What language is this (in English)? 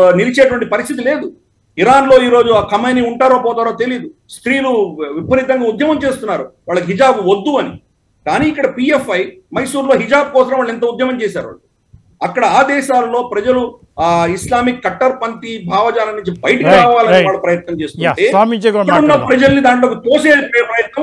Telugu